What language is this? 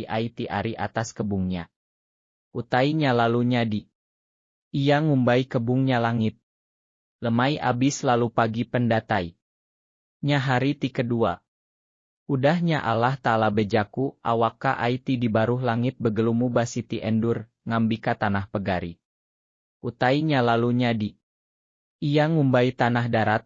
Iban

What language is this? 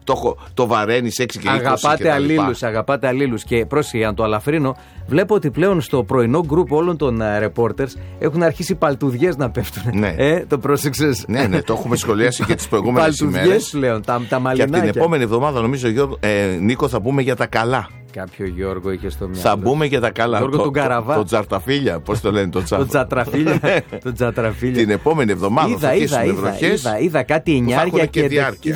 Greek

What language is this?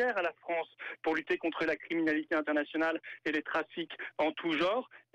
French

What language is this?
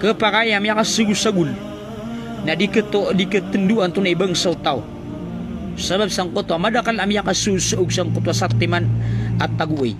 Maranao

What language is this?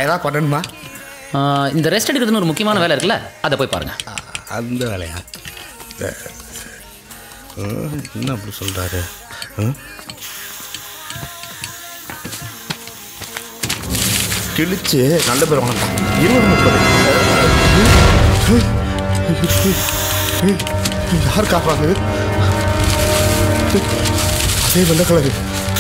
Tamil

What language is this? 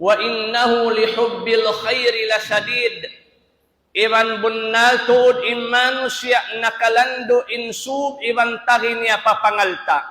Tausug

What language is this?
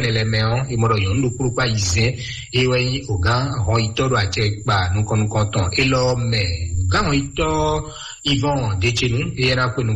Fon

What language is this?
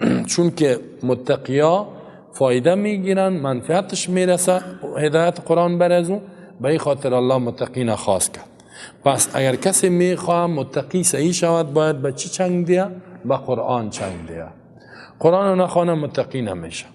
Persian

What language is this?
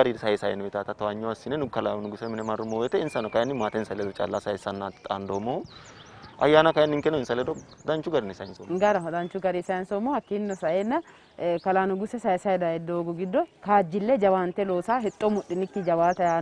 Sidamo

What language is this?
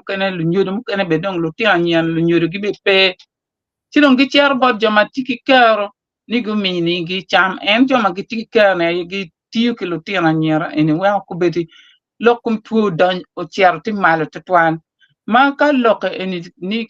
Acoli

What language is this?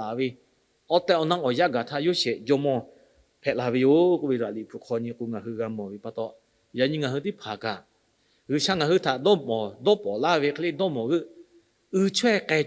Lahu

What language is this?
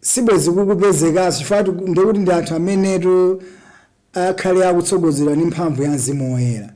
Nyanja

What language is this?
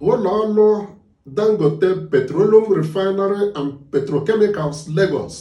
Igbo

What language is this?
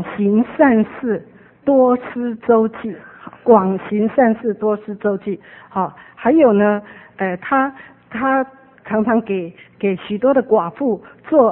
Chinese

